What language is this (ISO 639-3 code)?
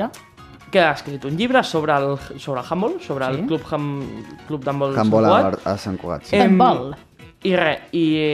cat